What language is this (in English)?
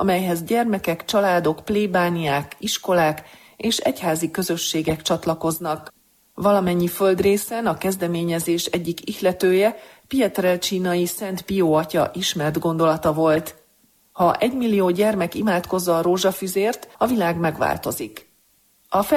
Hungarian